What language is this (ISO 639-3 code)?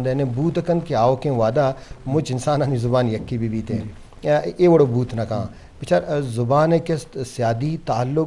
bgp